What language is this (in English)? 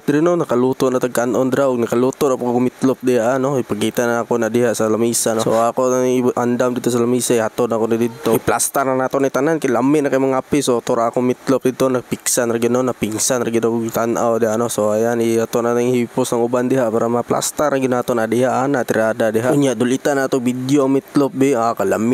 Cebuano